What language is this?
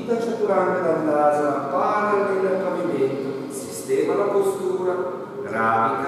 Italian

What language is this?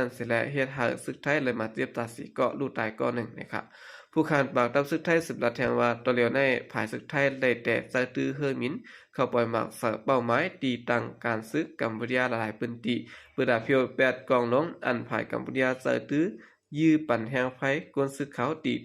Shan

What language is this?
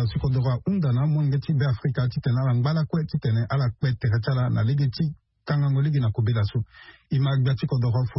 Sango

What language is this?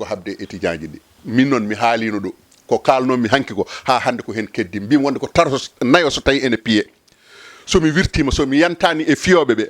Fula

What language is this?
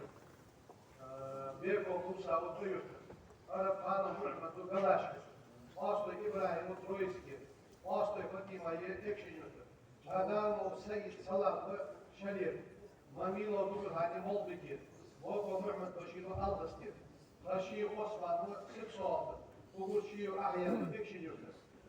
Ingush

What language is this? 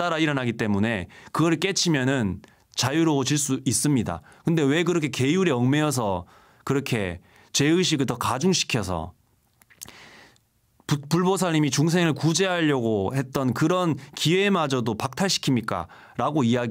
Korean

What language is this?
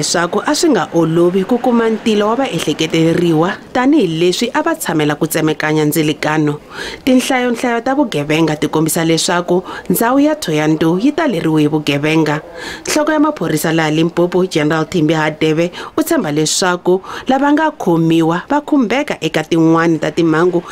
Tsonga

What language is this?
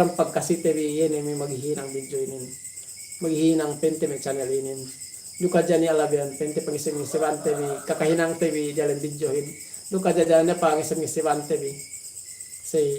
Yakan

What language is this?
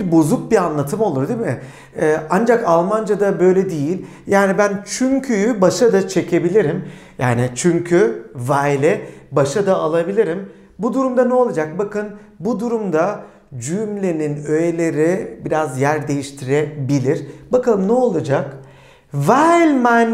Turkish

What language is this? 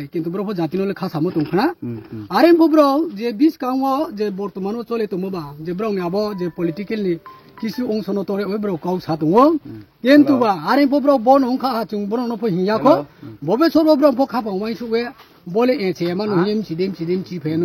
Kok Borok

